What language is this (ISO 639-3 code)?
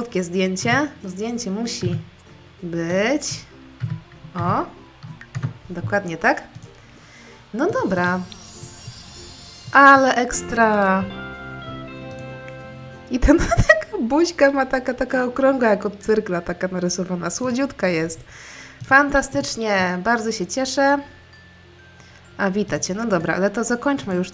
pol